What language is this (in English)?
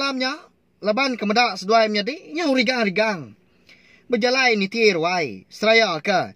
Iban